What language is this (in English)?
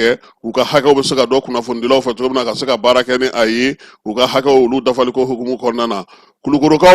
Bambara